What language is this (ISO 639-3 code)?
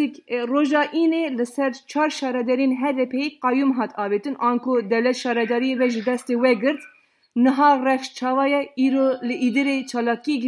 kur